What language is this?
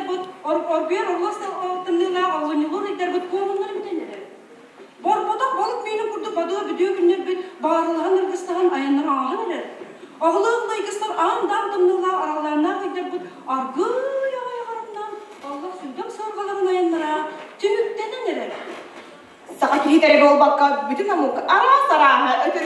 Yakut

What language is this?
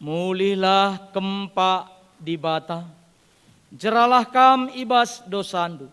Batak Karo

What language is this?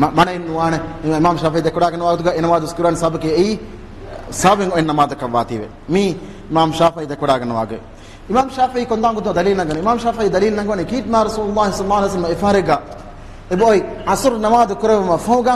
Divehi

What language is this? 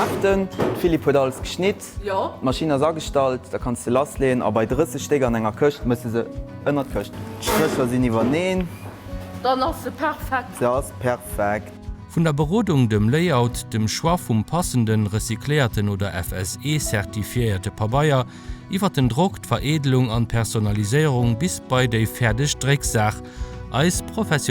Luxembourgish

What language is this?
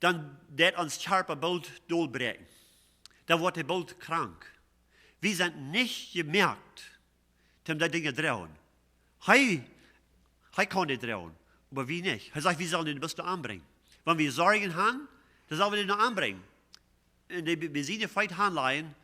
Plautdietsch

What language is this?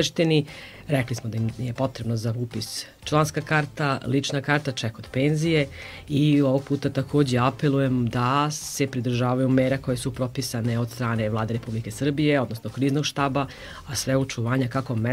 Serbian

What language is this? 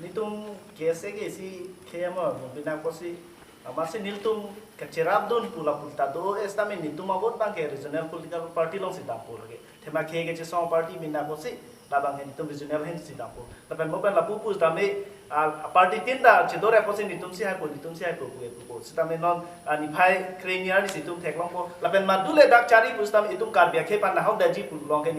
Karbi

